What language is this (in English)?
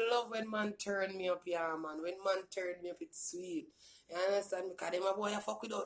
Jamaican Creole English